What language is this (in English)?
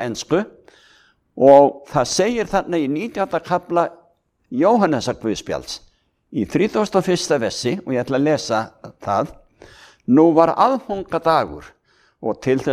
Icelandic